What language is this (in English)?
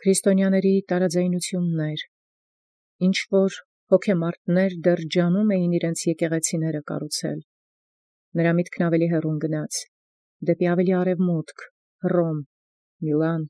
Armenian